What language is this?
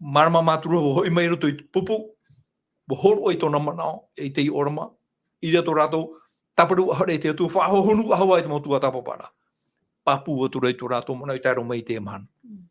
Tahitian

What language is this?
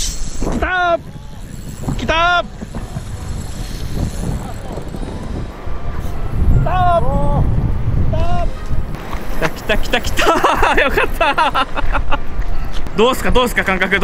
Japanese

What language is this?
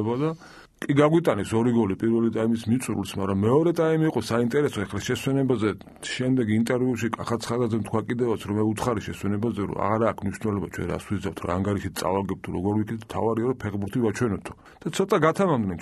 Georgian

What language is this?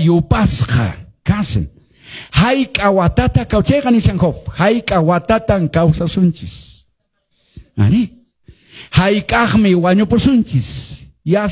Quechua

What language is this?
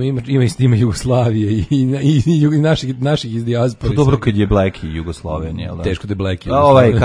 Serbian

